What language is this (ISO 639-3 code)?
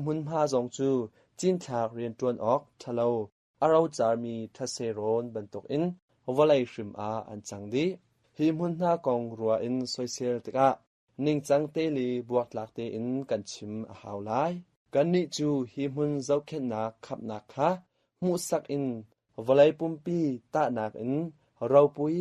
cnh